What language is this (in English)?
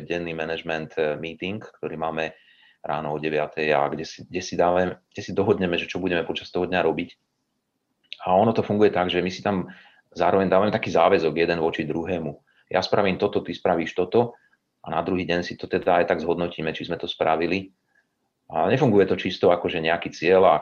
Slovak